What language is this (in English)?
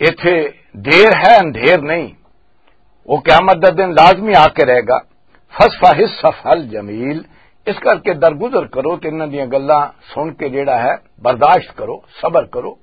Western Panjabi